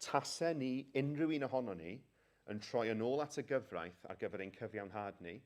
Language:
Welsh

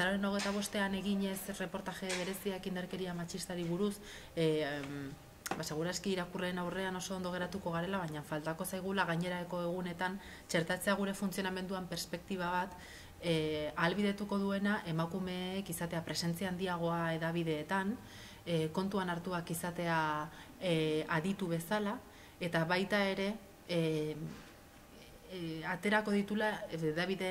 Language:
Basque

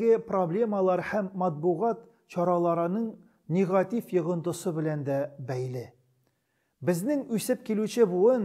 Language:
Tatar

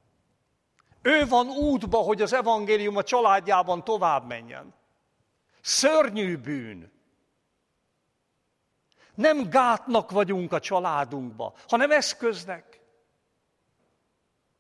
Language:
Hungarian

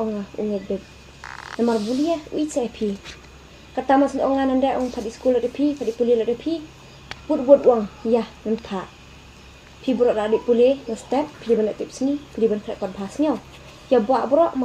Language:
Khasi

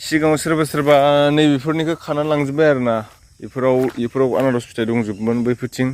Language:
Bodo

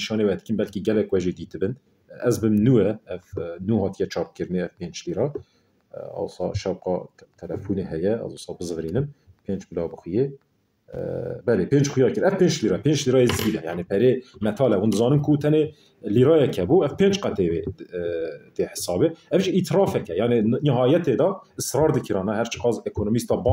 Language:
Kurdish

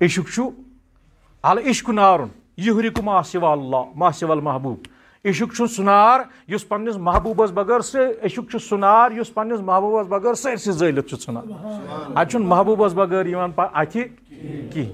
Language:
Kashmiri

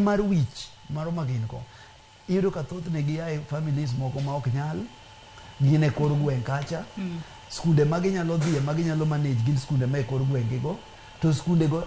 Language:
Luo (Kenya and Tanzania)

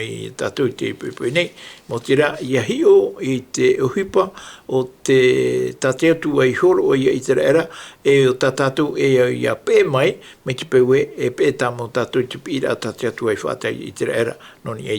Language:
Tahitian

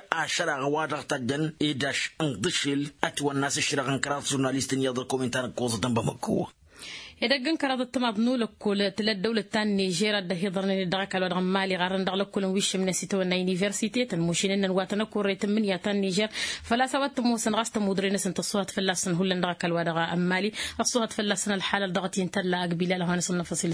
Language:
Tamasheq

